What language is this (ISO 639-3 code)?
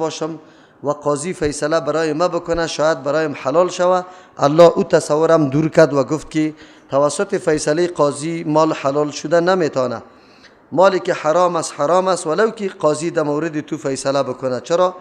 fas